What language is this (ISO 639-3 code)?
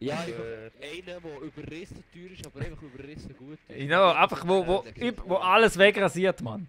gsw